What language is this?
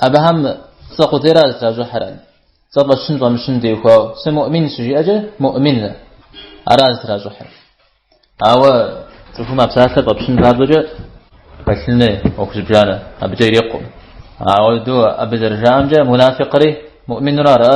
Kabardian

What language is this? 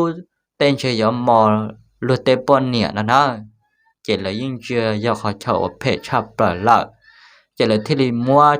Hmong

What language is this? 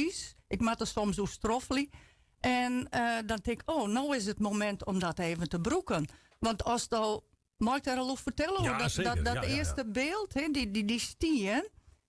Western Frisian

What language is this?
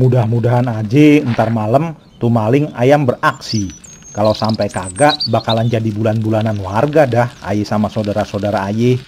Betawi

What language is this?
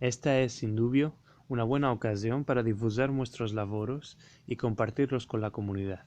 Ladino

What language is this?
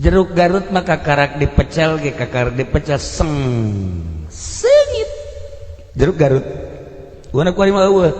Sundanese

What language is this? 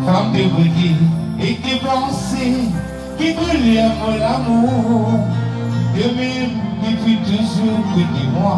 Morisyen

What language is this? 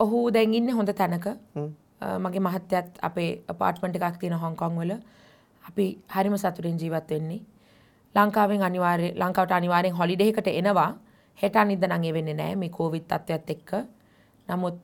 Sinhala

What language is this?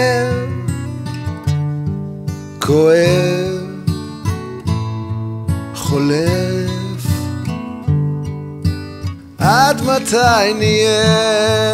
Hebrew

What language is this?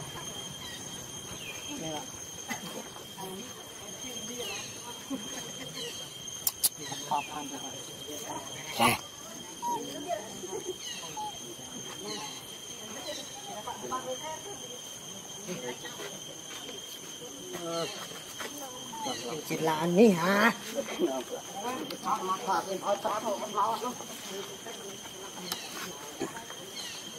Vietnamese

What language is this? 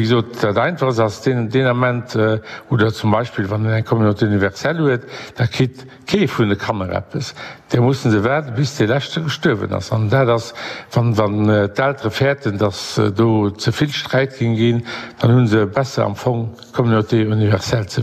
Luxembourgish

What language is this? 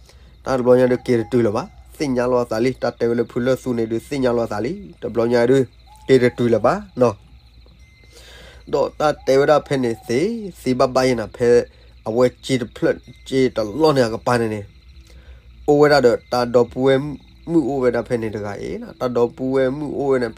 S'gaw Karen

